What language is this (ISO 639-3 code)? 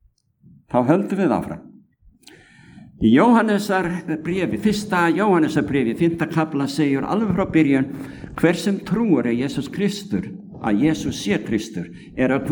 isl